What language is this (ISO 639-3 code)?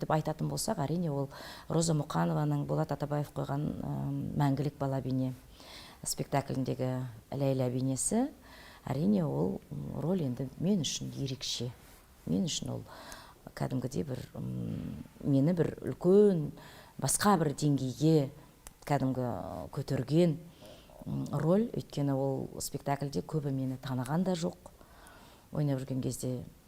kaz